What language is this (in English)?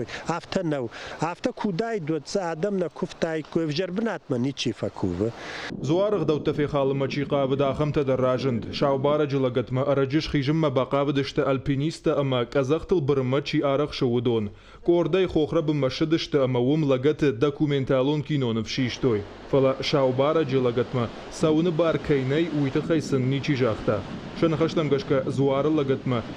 Ossetic